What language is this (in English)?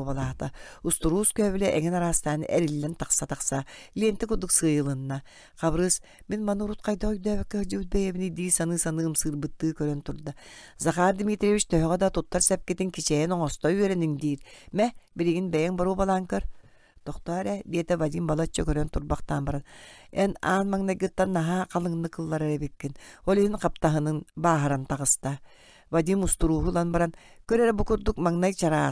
Yakut